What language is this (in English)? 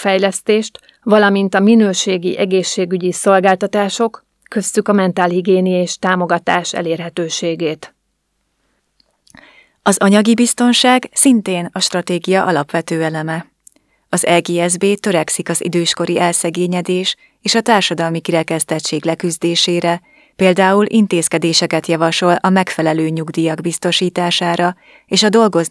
Hungarian